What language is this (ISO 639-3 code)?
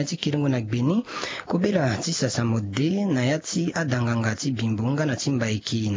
sag